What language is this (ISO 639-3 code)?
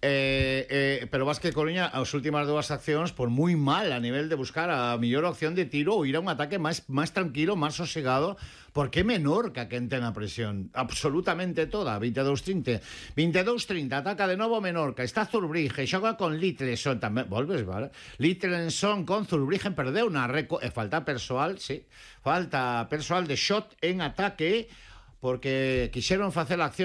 glg